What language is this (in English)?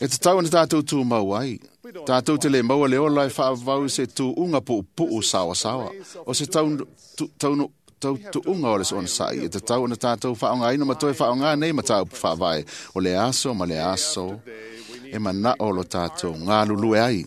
Samoan